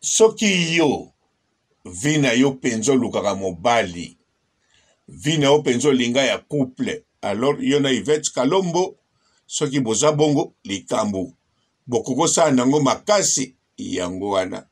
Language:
Lingala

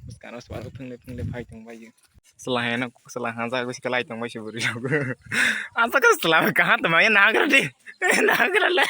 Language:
Kok Borok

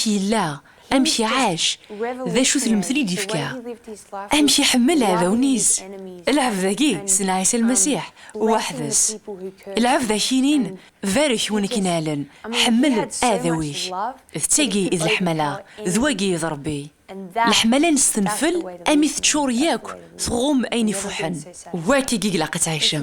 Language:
Kabyle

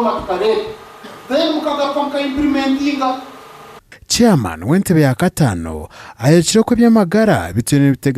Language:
Nyankole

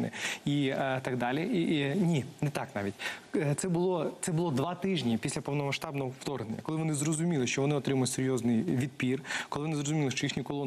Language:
Ukrainian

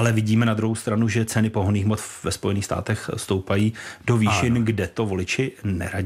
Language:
Czech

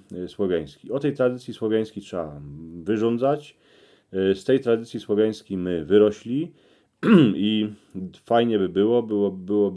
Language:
Silesian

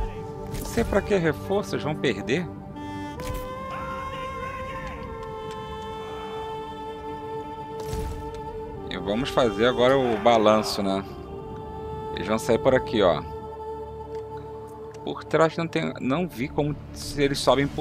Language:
Portuguese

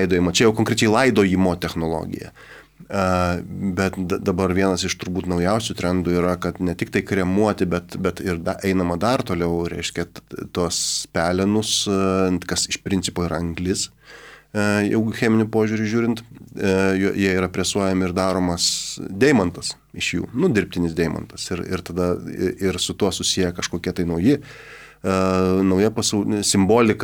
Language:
Lithuanian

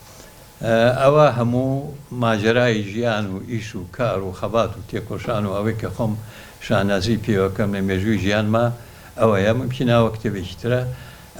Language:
Central Kurdish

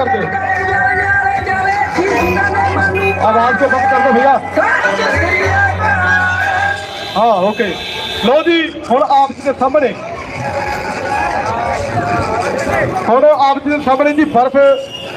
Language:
Punjabi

